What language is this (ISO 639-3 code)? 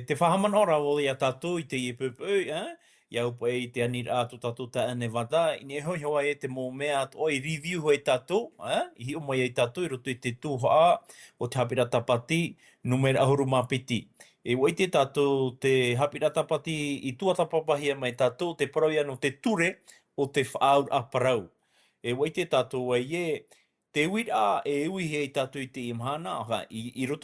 tah